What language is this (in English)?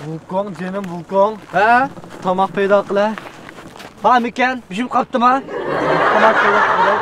Uyghur